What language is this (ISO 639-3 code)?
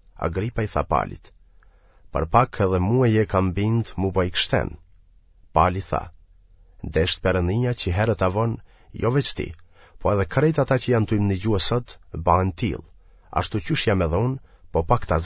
sqi